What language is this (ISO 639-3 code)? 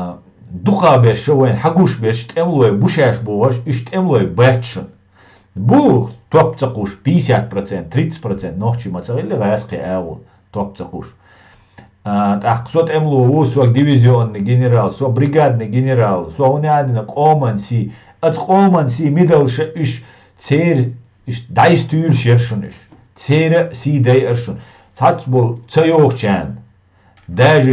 che